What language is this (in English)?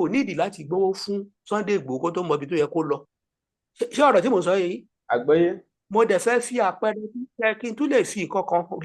Yoruba